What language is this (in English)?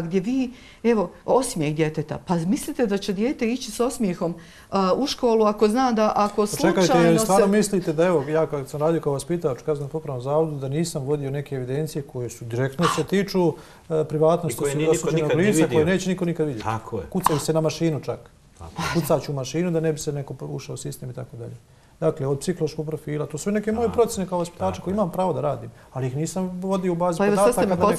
Bosnian